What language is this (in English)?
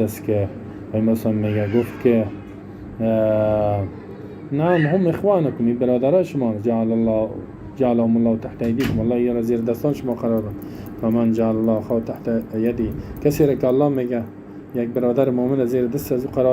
Persian